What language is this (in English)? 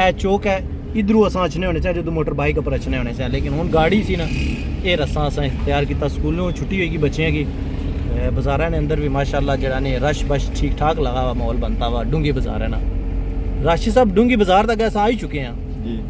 Pahari-Potwari